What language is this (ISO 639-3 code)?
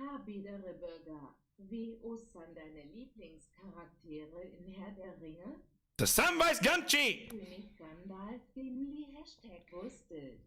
bar